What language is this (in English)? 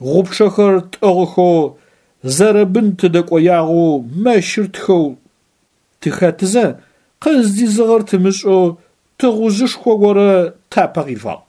Adyghe